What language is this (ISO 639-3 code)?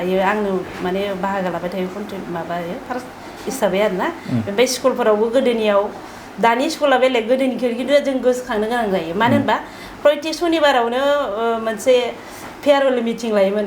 brx